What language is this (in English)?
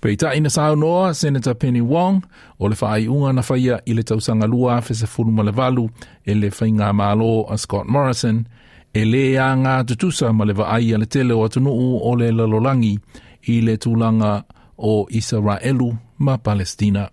Samoan